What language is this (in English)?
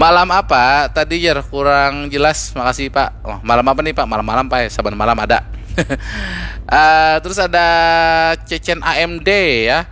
Banjar